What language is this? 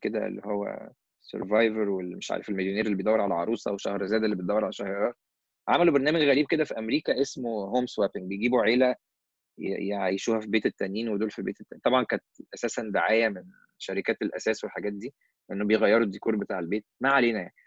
Egyptian Arabic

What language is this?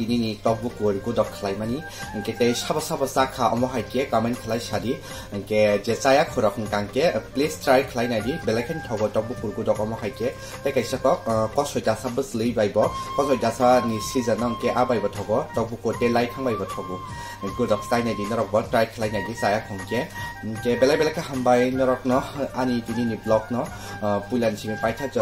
Kok Borok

